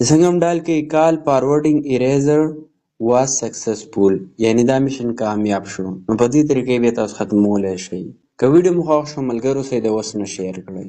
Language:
Pashto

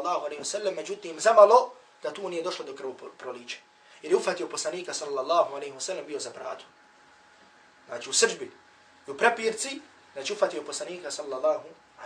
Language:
Bosnian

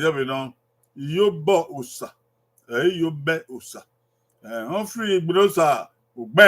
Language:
Bini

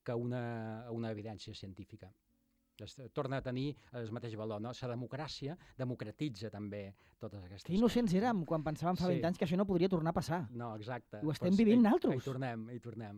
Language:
Catalan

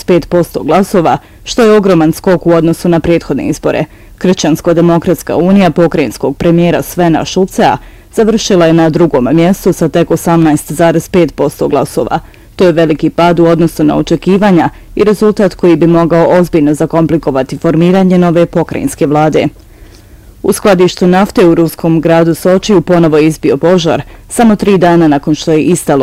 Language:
Bosnian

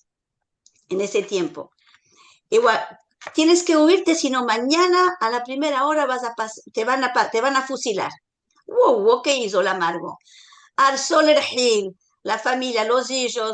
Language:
Ladino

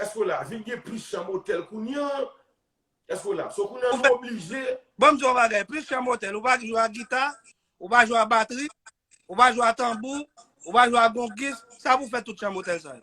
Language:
Haitian Creole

